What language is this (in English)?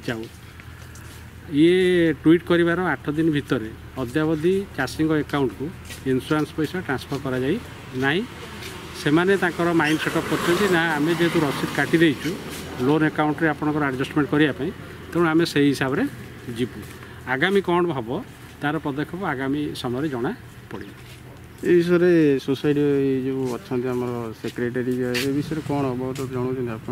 Odia